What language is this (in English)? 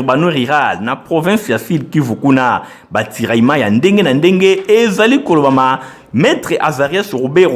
Lingala